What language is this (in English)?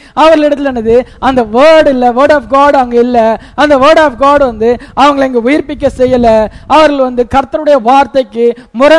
Tamil